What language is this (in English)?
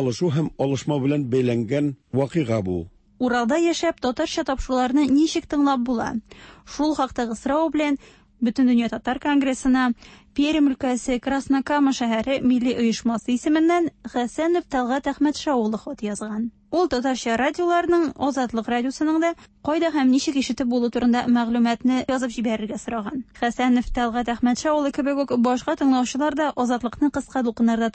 Tatar